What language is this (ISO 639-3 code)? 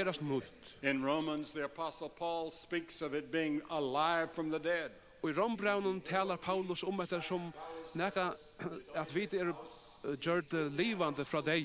fao